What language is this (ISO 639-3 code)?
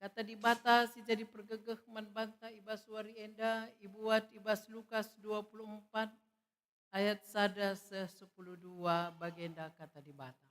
btx